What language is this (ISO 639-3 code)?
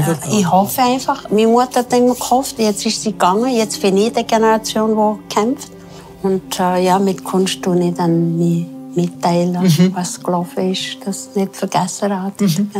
gsw